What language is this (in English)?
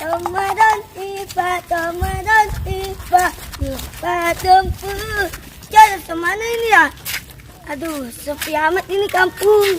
Betawi